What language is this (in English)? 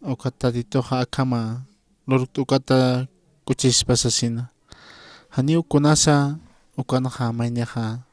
Aymara